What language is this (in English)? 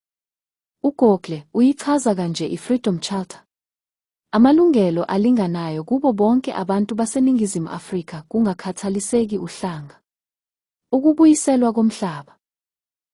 Zulu